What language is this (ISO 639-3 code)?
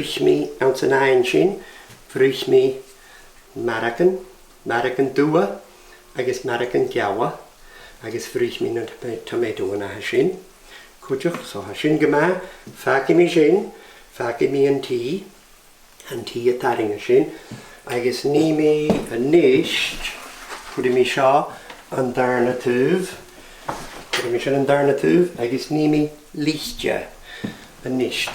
gla